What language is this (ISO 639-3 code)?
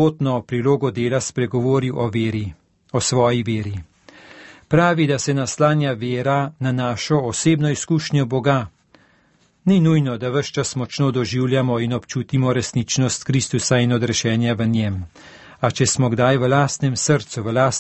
slv